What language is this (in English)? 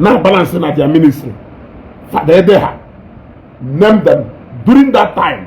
Igbo